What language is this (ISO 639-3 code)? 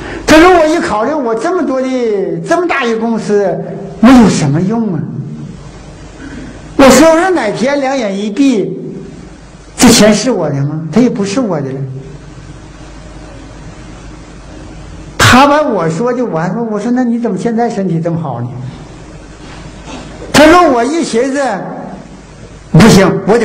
zho